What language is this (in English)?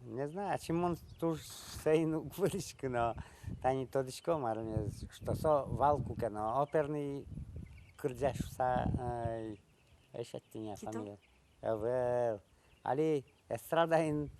Udmurt